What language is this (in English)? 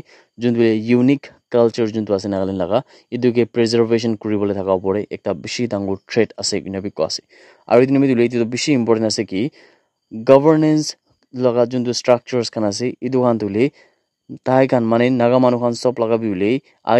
Naga Pidgin